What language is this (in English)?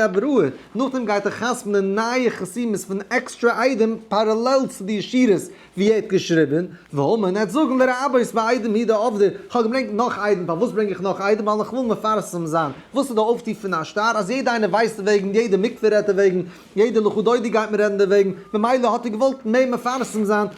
Yiddish